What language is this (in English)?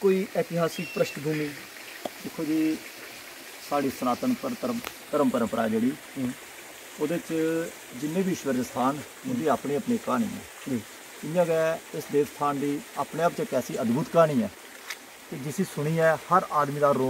Dogri